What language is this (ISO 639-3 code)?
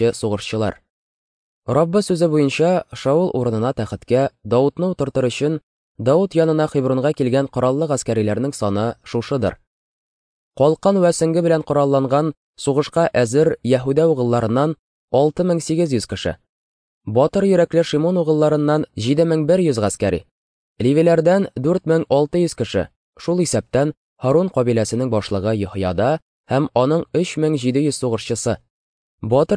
tat